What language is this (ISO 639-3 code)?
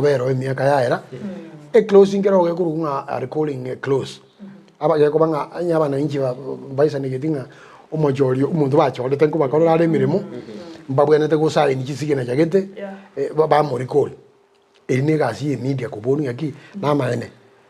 guz